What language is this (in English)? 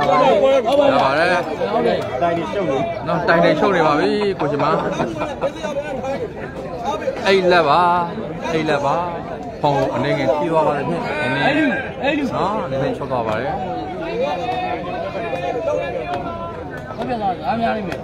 Burmese